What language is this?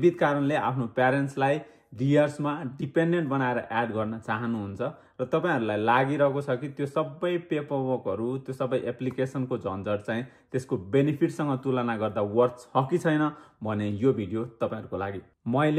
Nepali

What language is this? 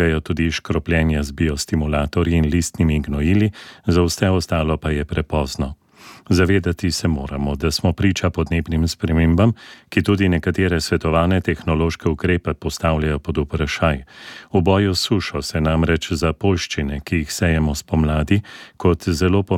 Slovenian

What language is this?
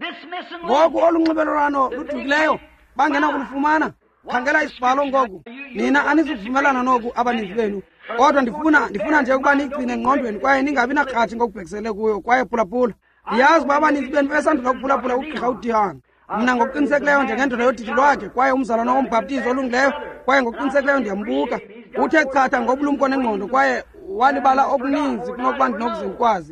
Xhosa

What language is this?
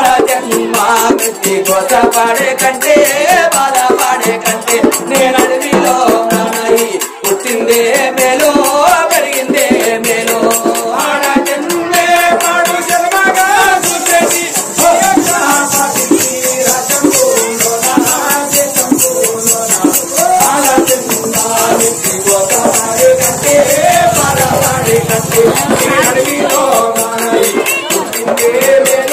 Telugu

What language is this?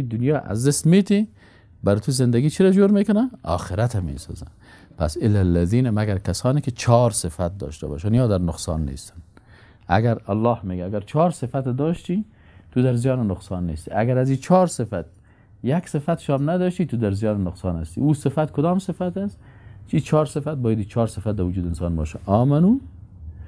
Persian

